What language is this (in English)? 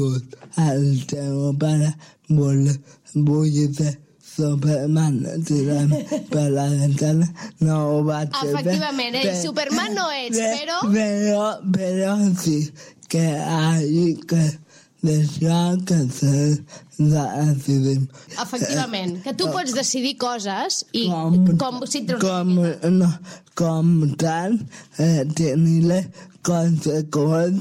Catalan